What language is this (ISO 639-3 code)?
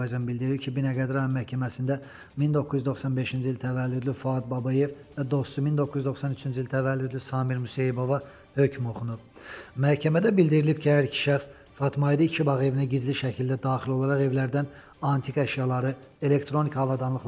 aze